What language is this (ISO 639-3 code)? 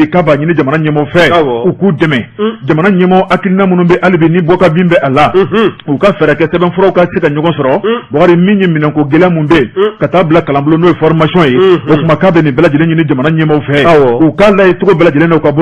bam